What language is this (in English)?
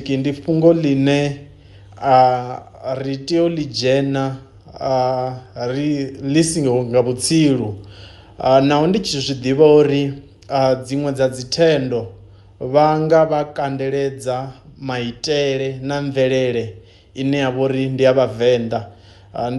Venda